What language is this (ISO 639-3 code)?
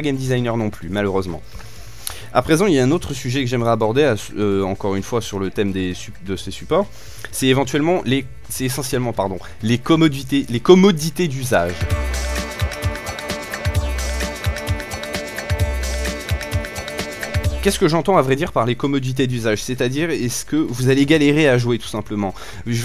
fra